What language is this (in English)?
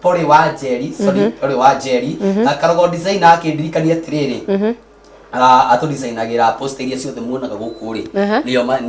Kikuyu